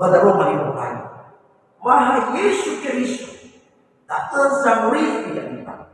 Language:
Nias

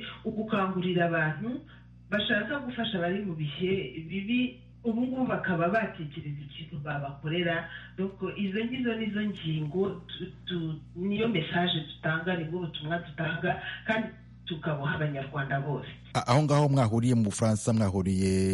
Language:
Kinyarwanda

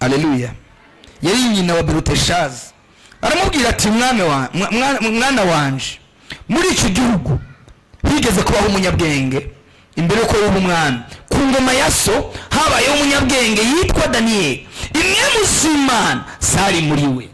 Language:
Rundi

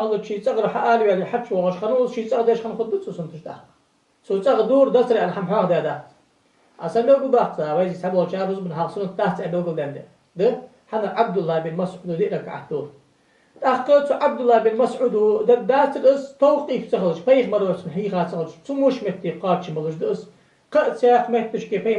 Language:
Ingush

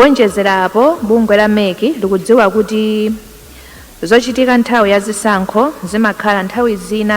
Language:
Nyanja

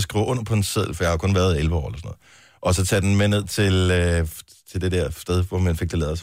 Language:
Danish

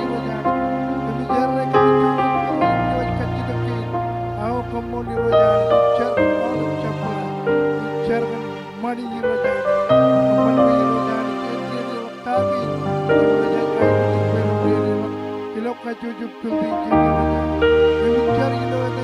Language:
Marshallese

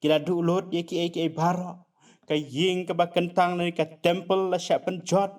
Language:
Khasi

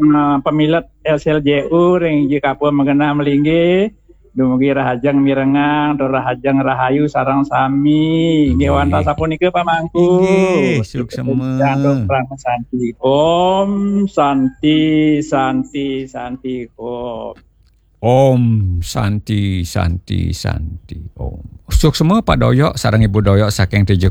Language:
Balinese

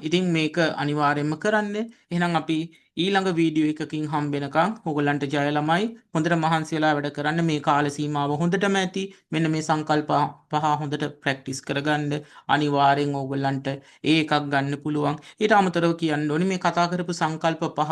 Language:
Sinhala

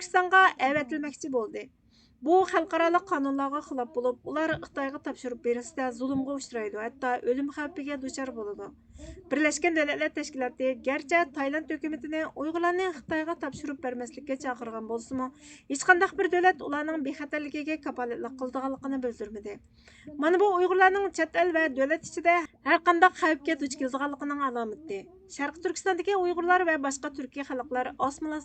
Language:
Uyghur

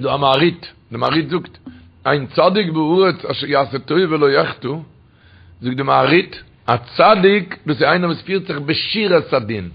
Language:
Yiddish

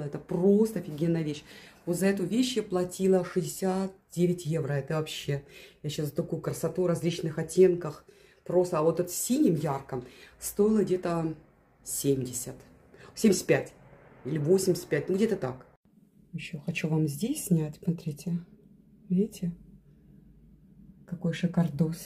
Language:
Russian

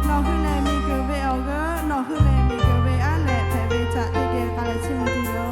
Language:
Lahu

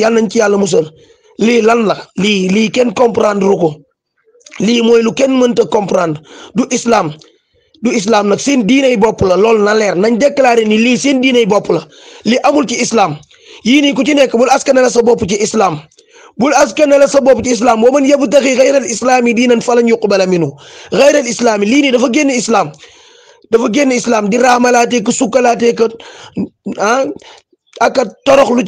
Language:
Wolof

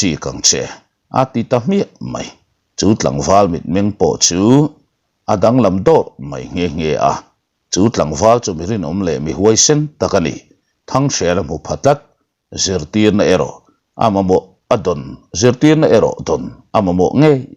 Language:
Mizo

